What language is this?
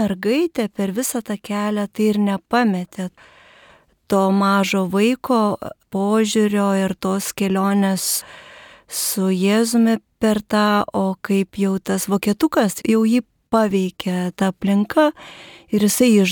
Lithuanian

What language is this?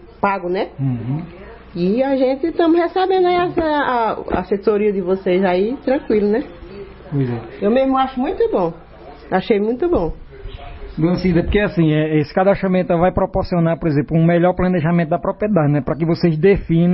Portuguese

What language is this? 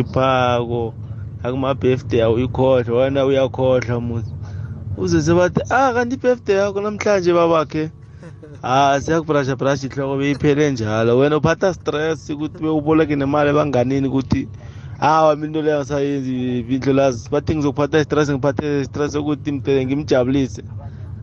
South Ndebele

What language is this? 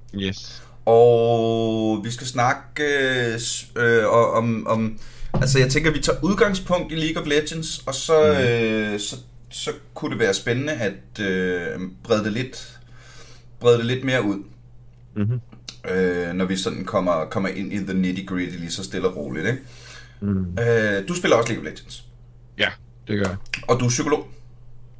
Danish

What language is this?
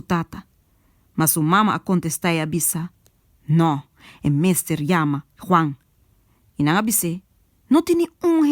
Papiamento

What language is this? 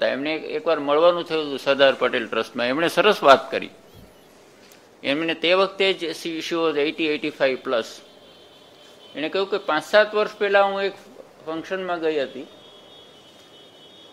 Gujarati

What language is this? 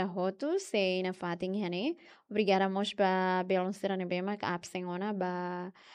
Tetum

